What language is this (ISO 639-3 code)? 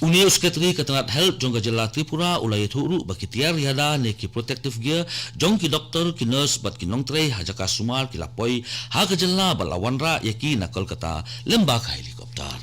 kha